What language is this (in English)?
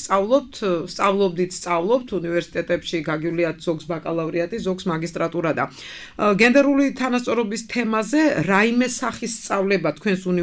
Georgian